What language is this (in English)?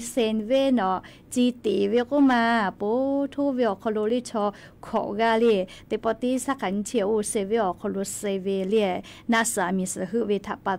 Lahu